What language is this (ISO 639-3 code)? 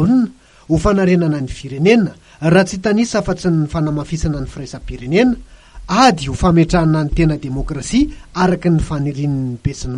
mlg